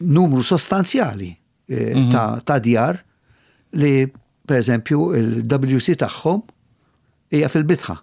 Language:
Maltese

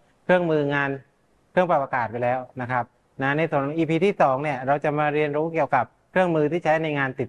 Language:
Thai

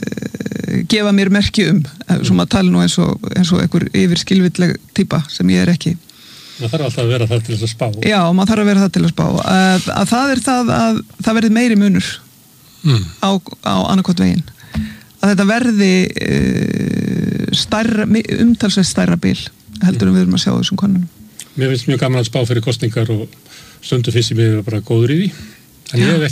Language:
Icelandic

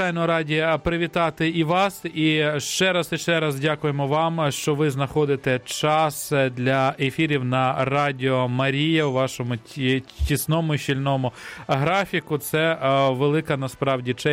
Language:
Ukrainian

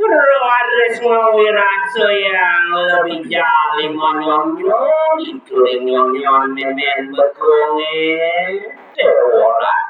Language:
Balinese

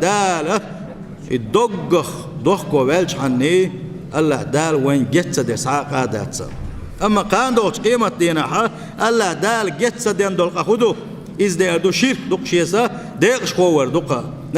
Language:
Chechen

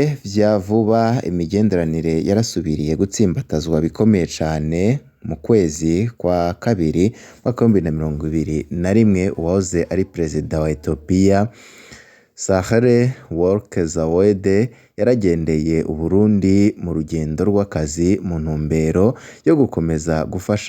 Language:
Rundi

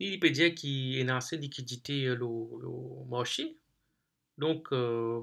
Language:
Morisyen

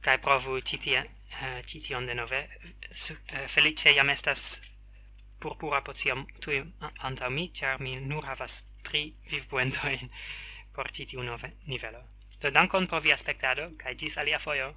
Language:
Esperanto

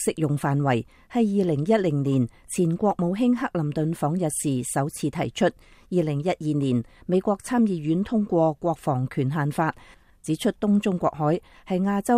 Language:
Cantonese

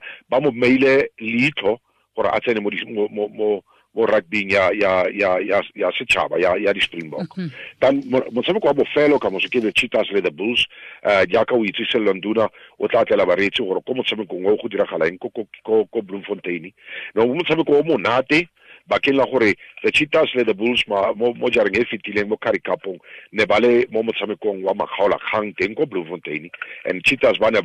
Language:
Tswana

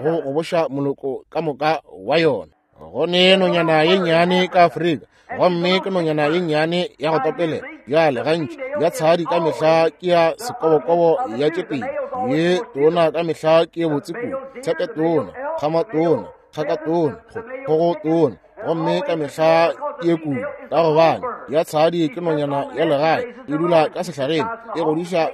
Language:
Northern Sotho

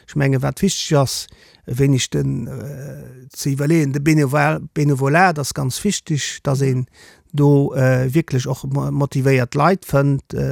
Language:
Luxembourgish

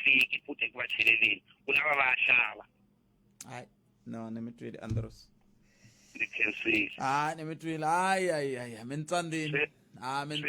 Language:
Tsonga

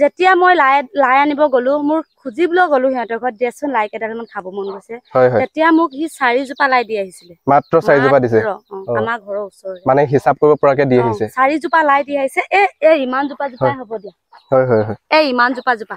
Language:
Assamese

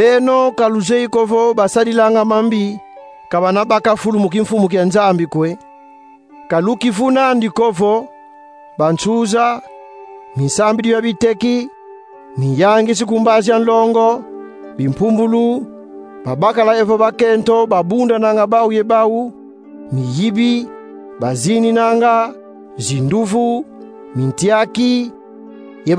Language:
Kongo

